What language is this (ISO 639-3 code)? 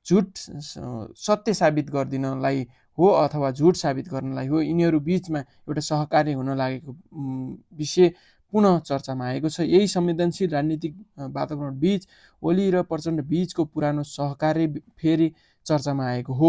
nep